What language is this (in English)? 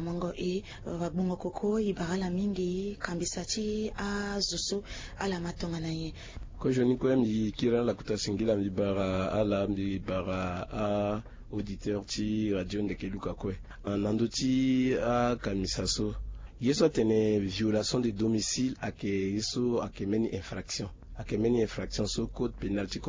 Sango